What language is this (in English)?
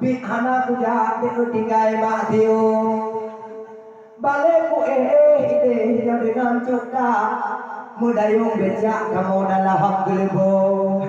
Achinese